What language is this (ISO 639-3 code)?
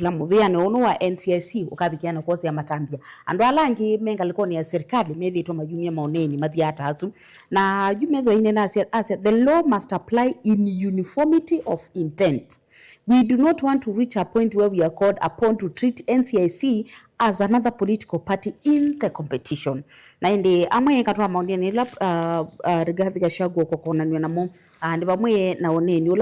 kam